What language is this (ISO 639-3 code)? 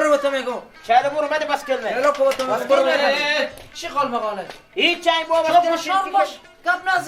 fas